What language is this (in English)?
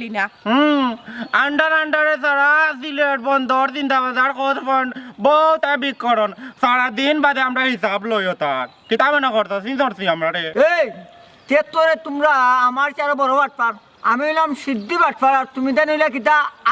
Sylheti